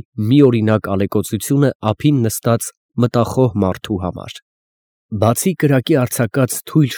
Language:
Armenian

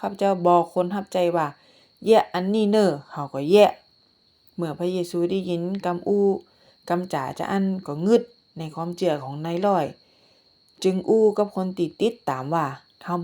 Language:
Northern Thai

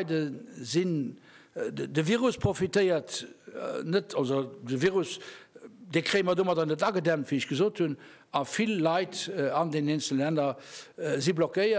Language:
Luxembourgish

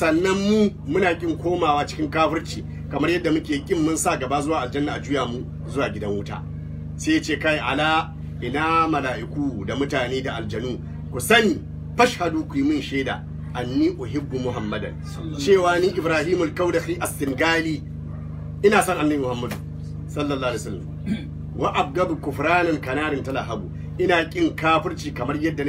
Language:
Hausa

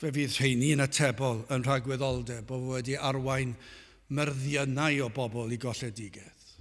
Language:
Welsh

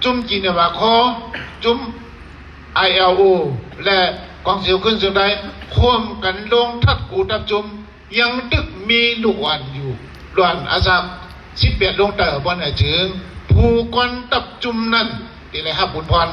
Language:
Shan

